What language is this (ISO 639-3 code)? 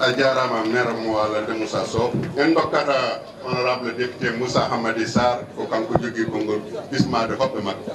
ful